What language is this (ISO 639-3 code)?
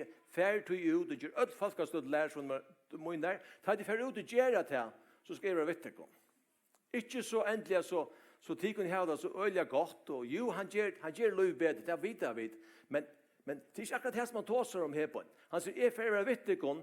fao